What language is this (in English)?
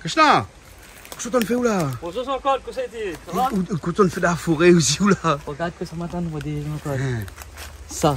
Réunion Creole French